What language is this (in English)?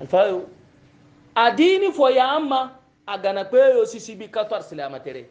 Hausa